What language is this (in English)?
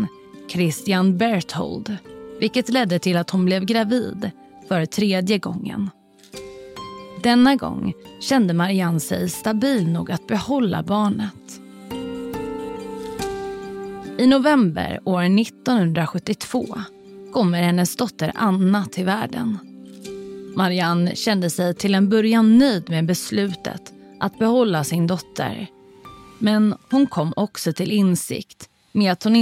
Swedish